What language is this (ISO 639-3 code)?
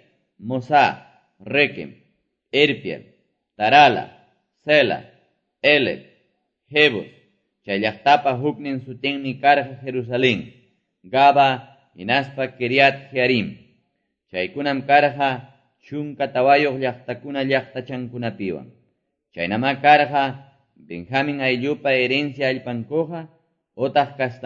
que